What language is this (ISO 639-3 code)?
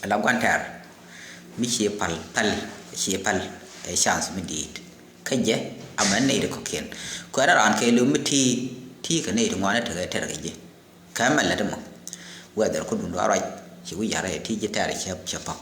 nus